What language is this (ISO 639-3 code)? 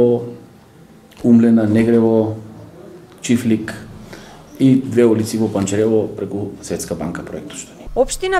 mkd